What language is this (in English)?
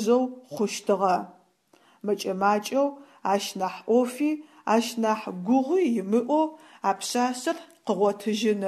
Adyghe